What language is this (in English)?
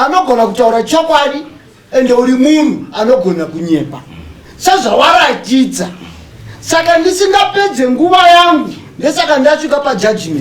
Shona